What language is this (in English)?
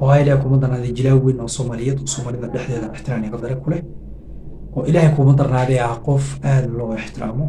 Somali